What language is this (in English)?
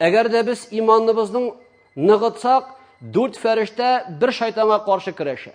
Tatar